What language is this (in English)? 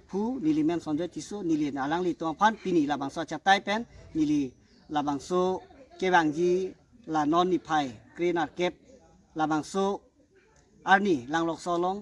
Karbi